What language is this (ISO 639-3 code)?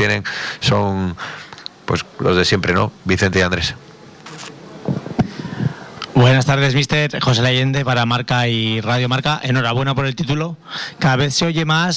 spa